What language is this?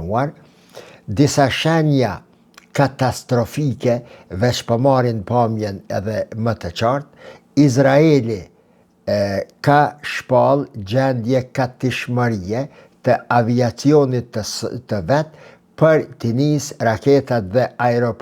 Albanian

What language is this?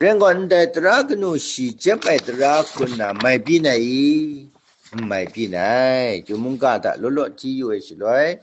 Kachin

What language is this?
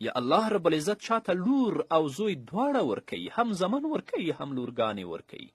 Pashto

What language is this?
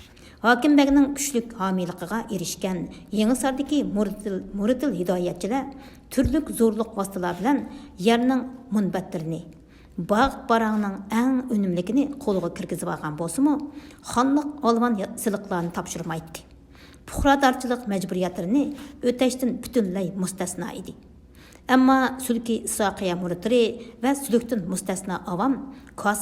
Uyghur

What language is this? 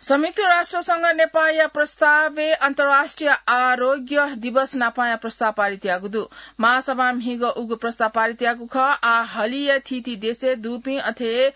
Newari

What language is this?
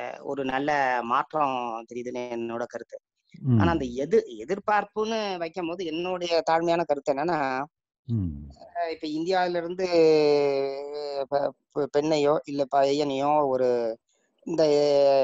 Tamil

